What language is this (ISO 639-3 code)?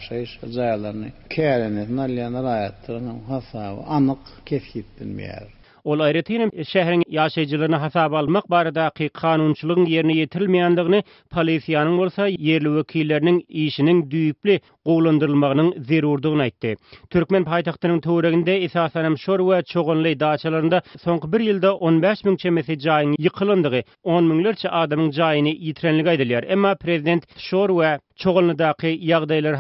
tuk